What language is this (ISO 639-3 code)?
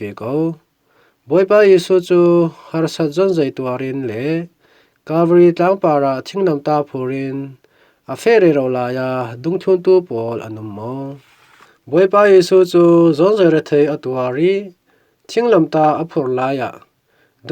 cfm